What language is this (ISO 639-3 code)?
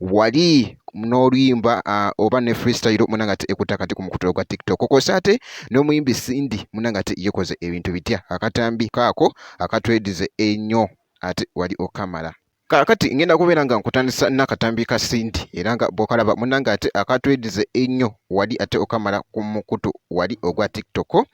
lug